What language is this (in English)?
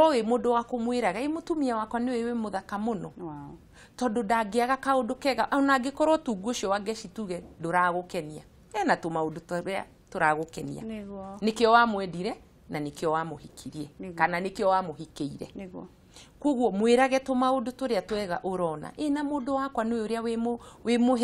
Kikuyu